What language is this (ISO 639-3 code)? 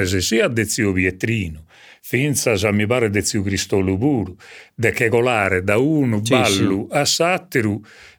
srd